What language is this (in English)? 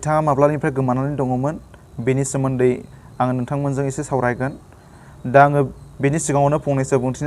Bodo